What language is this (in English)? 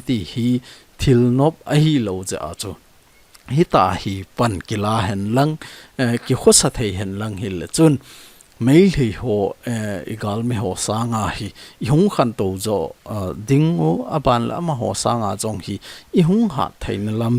Thado Chin